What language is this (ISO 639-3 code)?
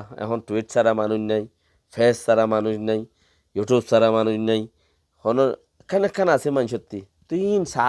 rhg